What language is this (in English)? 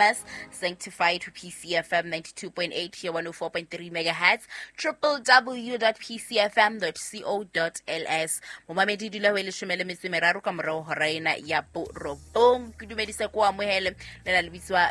Southern Sotho